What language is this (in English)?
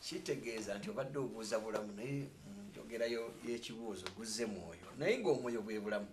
Ganda